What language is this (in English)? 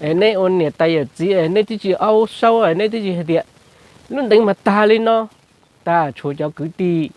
Hmong